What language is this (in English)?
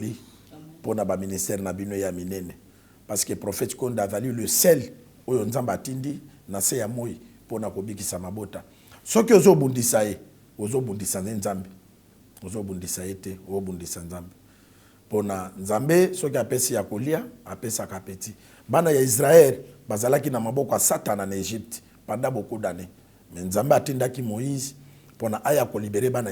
Lingala